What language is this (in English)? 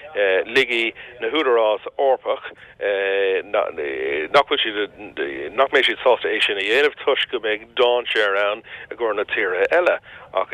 Irish